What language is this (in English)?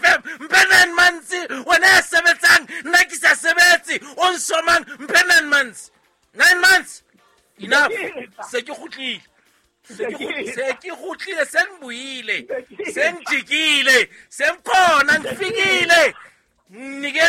Southern Sotho